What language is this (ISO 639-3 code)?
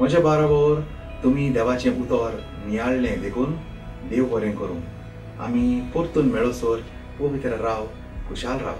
kok